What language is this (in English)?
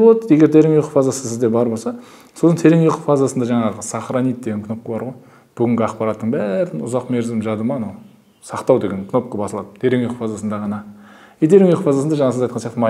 Kazakh